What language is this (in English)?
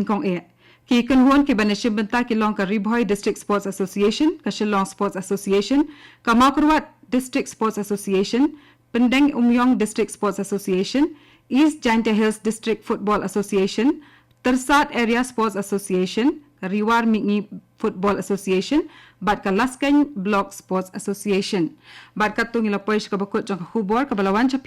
Khasi